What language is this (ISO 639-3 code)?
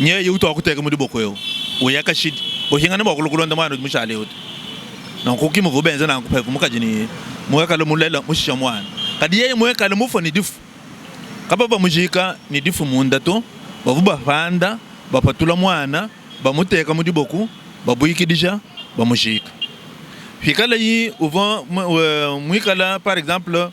lua